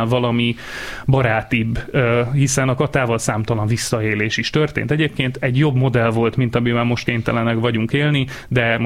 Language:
Hungarian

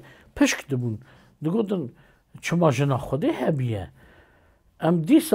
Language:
Kurdish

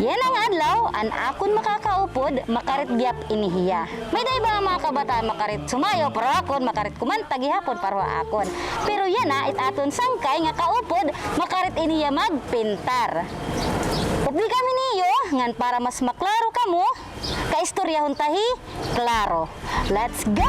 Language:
Waray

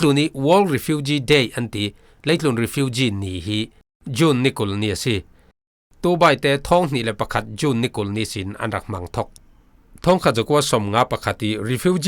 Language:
Falam Chin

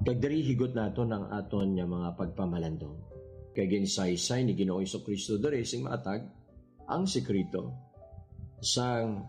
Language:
Hiligaynon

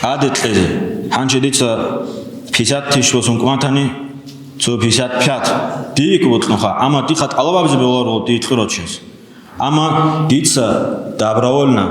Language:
Avaric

